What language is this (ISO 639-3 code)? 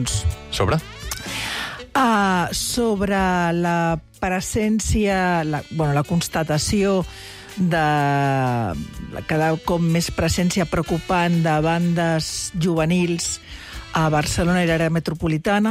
cat